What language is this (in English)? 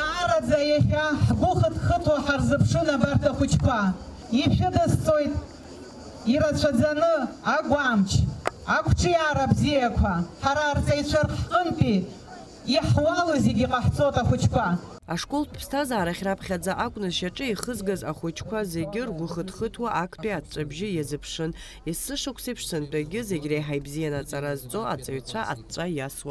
Abkhazian